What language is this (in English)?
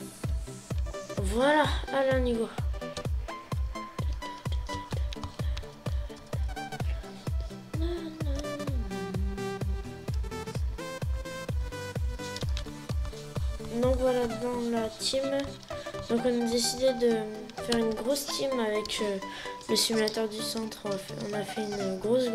French